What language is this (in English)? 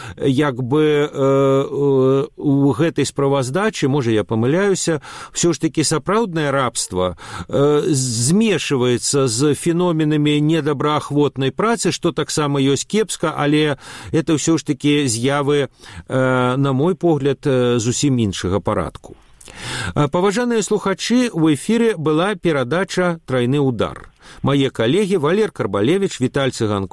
Belarusian